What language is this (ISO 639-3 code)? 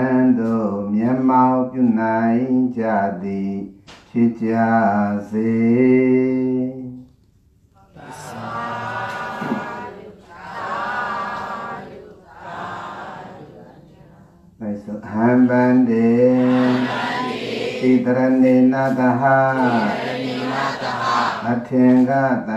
mya